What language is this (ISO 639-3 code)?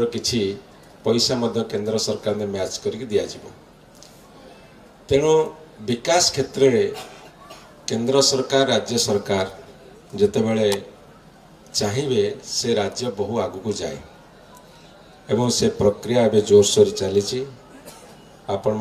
ori